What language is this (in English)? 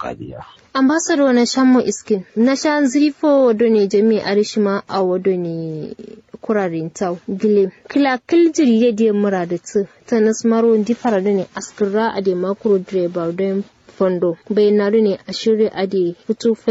Kanuri